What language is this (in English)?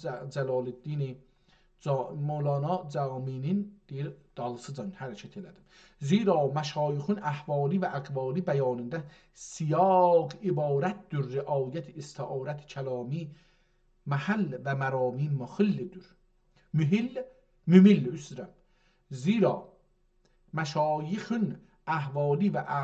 South Azerbaijani